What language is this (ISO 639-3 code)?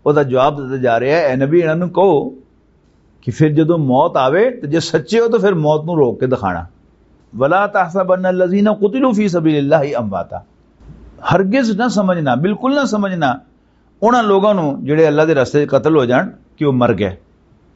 lah